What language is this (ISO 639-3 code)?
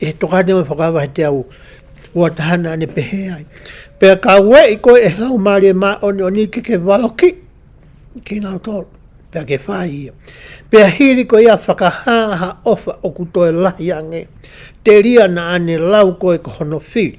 ton